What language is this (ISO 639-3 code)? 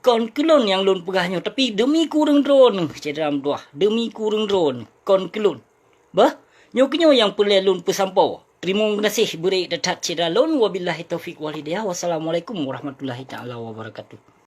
ace